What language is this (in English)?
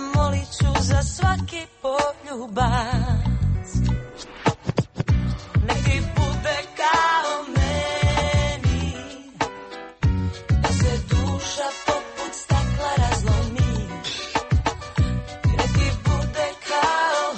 Croatian